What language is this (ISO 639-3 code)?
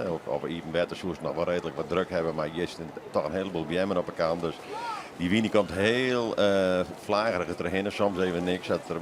fry